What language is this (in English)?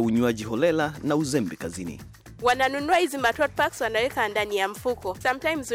Swahili